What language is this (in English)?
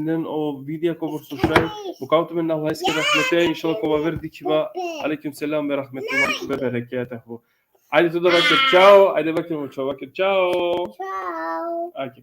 Balkan Romani